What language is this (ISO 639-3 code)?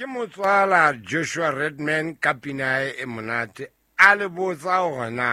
sot